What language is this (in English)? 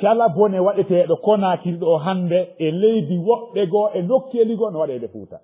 Fula